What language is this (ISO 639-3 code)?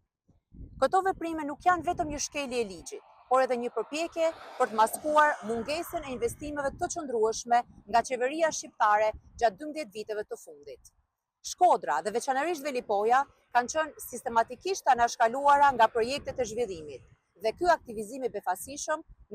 sqi